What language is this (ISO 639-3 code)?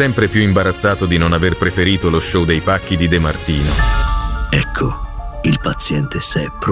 ita